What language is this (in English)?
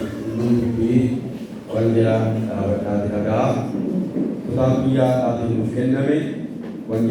Oromo